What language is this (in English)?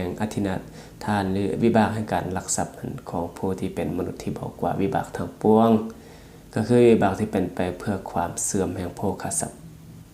Lao